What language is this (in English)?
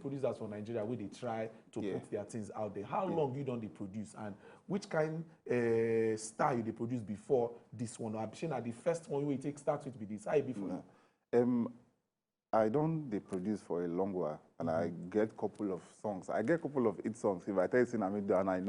Nigerian Pidgin